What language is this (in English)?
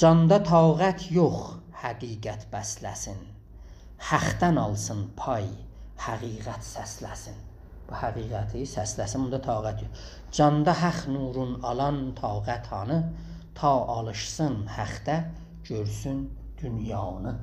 South Azerbaijani